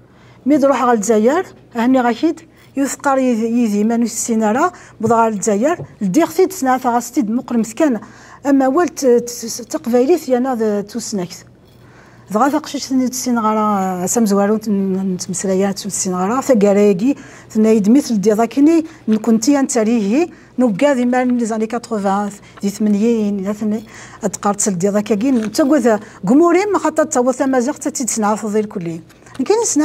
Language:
Kabyle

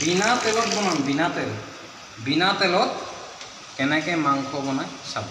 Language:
Assamese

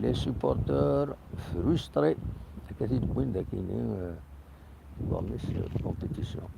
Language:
Kabyle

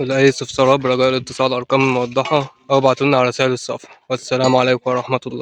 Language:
Egyptian Arabic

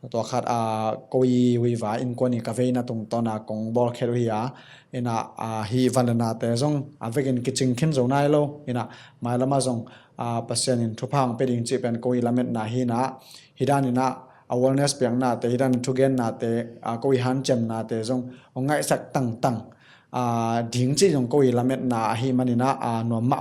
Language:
Tedim Chin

